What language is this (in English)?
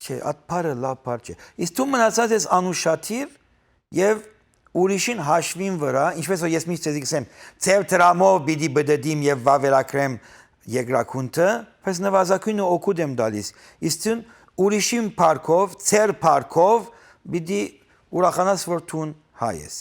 Western Armenian